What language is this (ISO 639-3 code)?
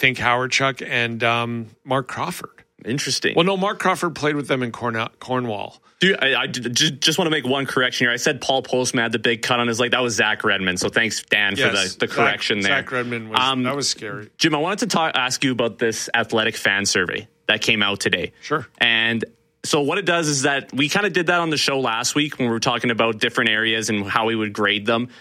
eng